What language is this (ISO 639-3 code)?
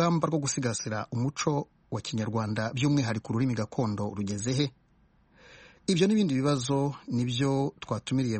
kin